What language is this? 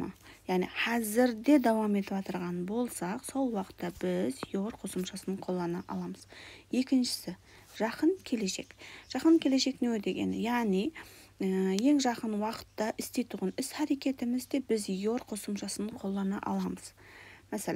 Kara-Kalpak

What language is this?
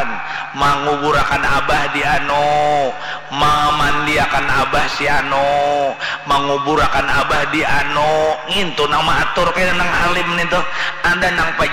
Banjar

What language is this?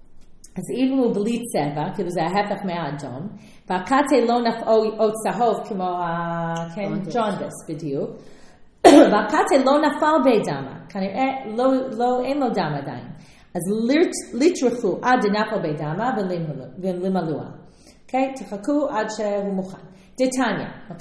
Hebrew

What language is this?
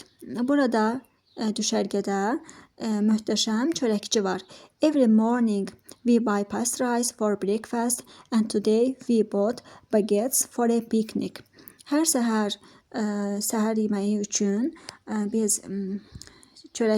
Azerbaijani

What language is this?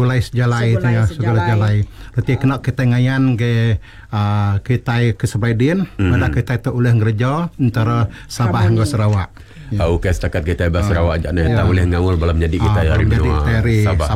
Iban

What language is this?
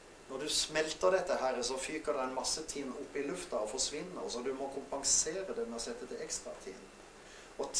Norwegian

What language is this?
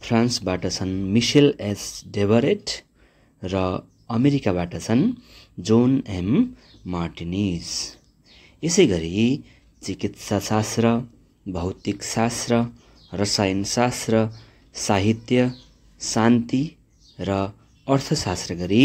Nepali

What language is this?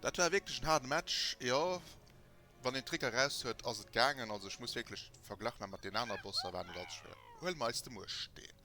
Luxembourgish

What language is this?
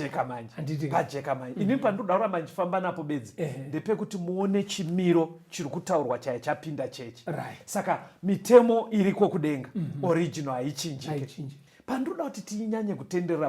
Shona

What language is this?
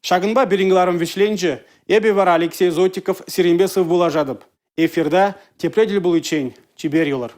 Chuvash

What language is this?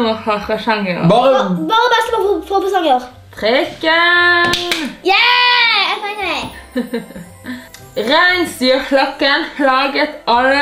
Norwegian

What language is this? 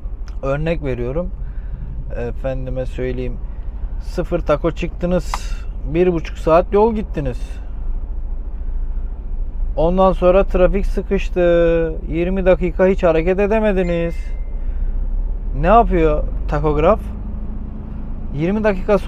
Turkish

